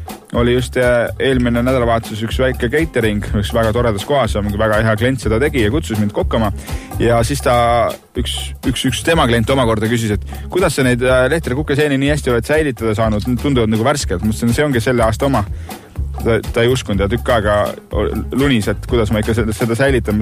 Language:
Estonian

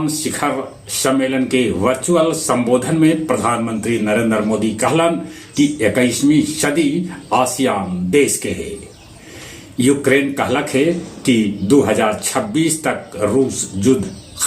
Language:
Magahi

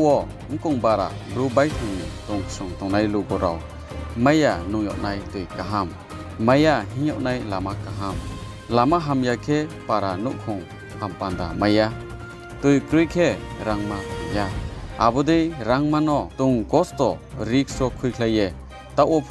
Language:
Riang (India)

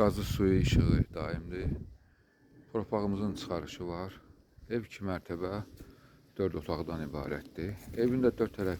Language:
Azerbaijani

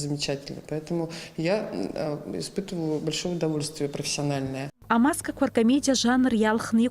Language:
Abkhazian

